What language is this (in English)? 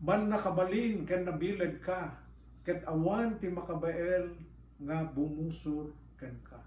Iloko